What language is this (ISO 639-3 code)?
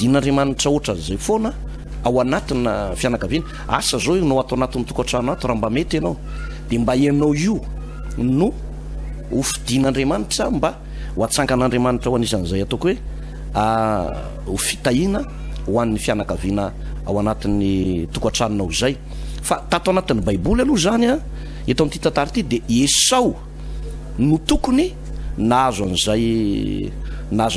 mlg